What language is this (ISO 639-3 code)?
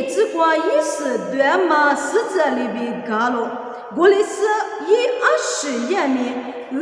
lis